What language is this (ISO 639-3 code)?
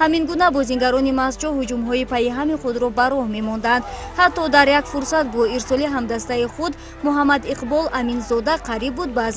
tgk